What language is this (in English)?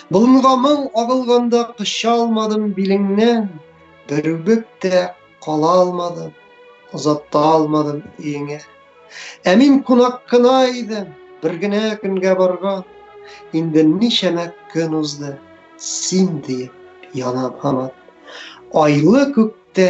Tatar